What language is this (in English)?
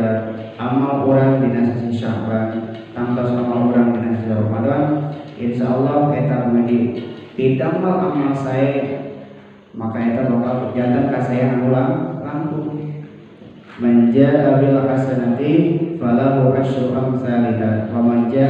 Sundanese